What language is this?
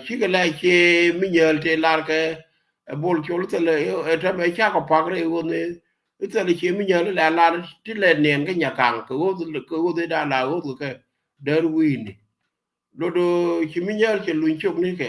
Nuer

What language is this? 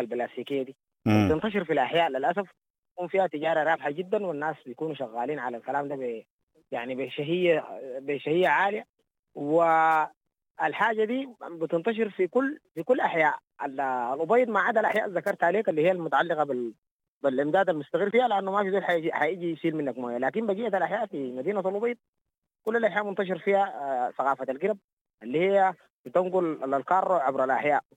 Sudanese Arabic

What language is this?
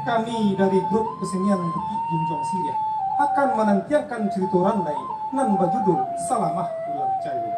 Minangkabau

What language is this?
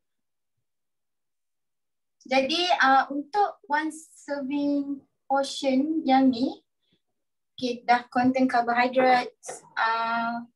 Malay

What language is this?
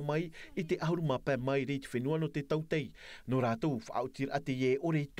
Tahitian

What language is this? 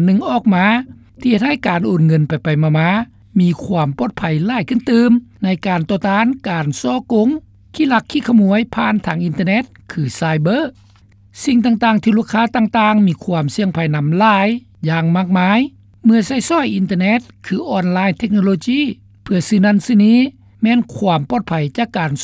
Lao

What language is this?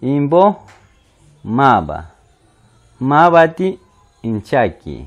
Machiguenga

